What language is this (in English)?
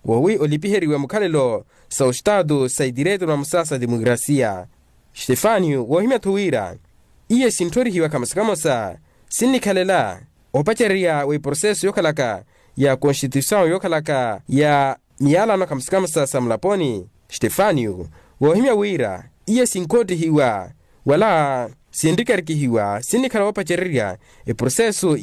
Makhuwa